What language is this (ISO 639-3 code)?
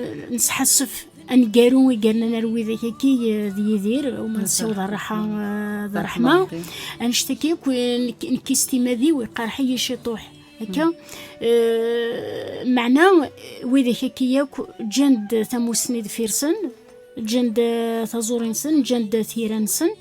kab